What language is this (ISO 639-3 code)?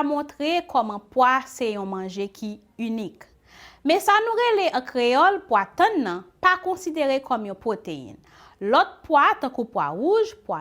hat